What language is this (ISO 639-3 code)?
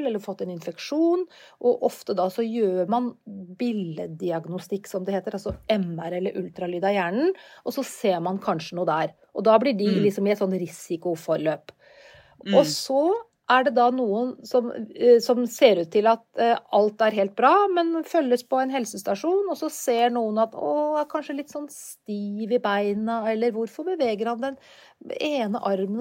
nor